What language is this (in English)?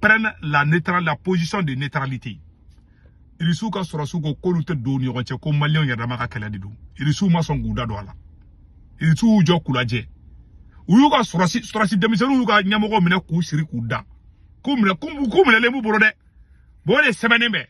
Bambara